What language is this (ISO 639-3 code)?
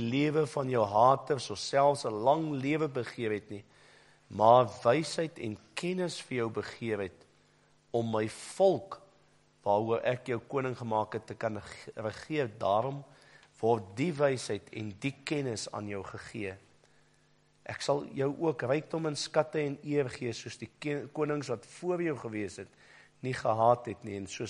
afr